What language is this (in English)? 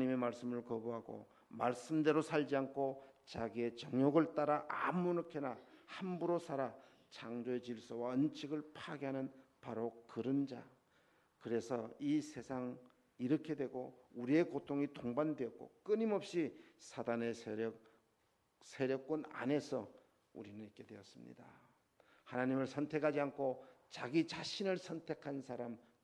Korean